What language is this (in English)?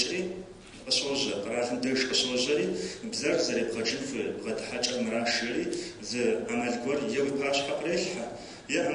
Kabardian